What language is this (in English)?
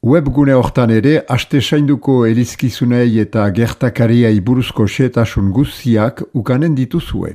Basque